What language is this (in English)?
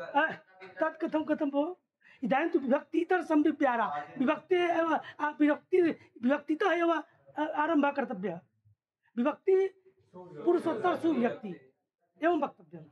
Sanskrit